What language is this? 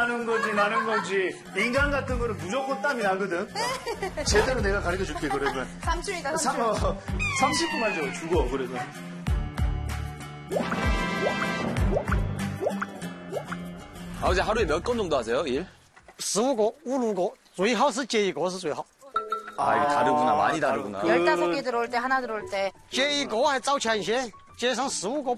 Korean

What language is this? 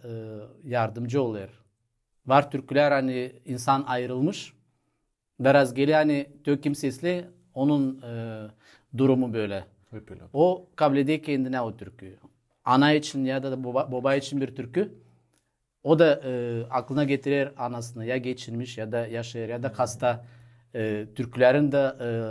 Gagauz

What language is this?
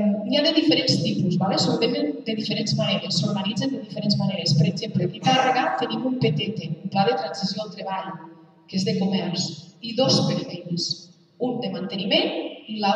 Catalan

